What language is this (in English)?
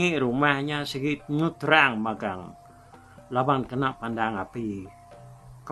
Iban